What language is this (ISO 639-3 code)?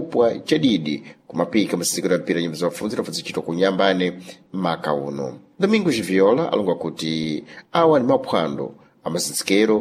seh